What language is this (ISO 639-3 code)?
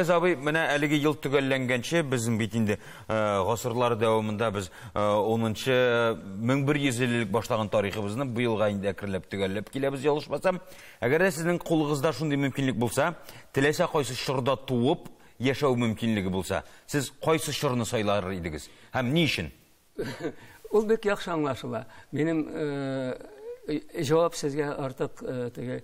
tat